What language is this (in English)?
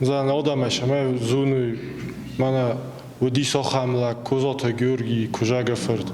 Ossetic